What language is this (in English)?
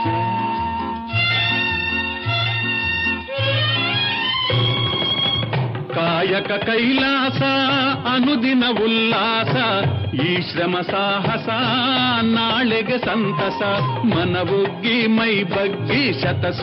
Kannada